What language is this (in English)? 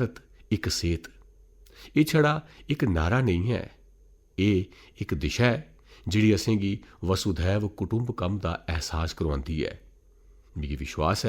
Dogri